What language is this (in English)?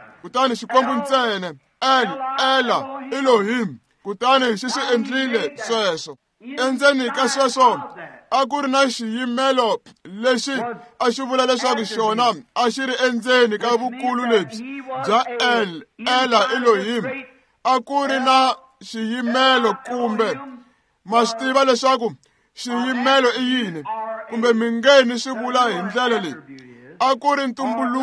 Tsonga